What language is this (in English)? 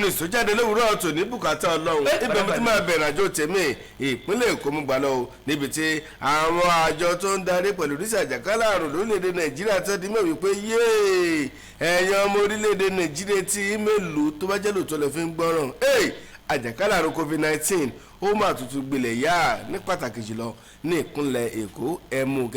Yoruba